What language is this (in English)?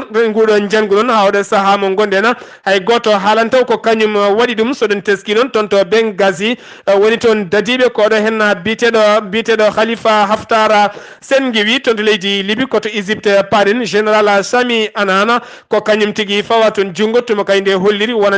Fula